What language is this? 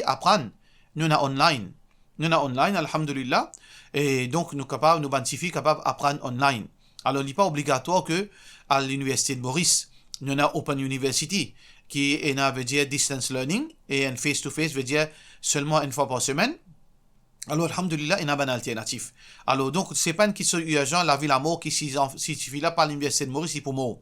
Morisyen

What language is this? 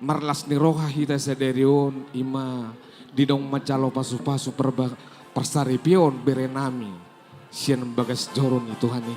Batak Toba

